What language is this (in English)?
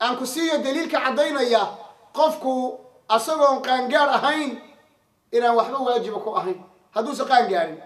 Somali